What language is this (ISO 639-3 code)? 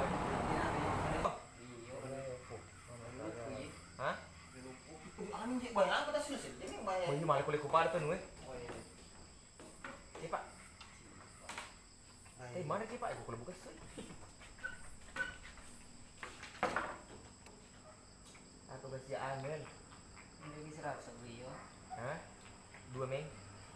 ind